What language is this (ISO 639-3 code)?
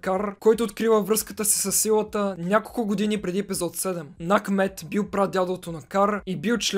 bul